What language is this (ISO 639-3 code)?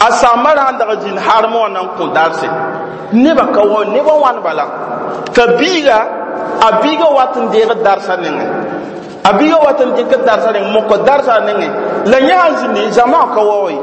mos